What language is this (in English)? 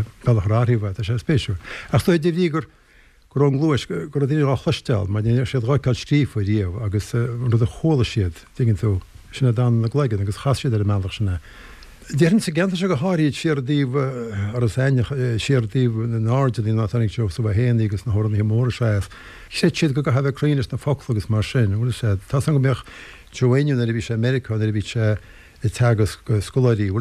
Irish